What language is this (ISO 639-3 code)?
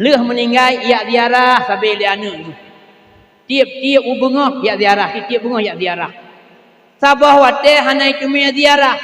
ace